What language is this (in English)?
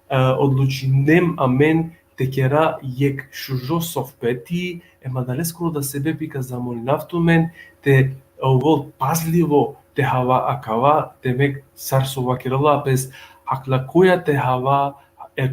Balkan Romani